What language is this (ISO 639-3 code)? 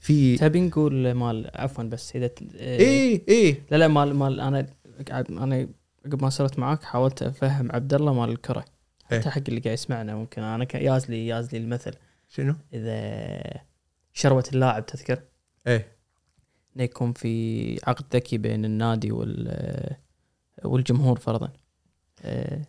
afb